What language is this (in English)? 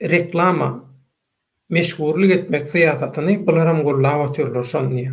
Turkmen